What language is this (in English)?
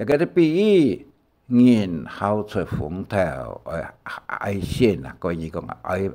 Hakka Chinese